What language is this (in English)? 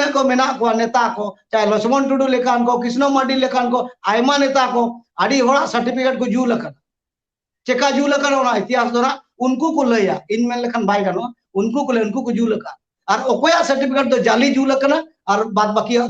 Santali